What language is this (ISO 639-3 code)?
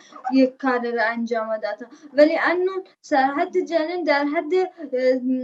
bal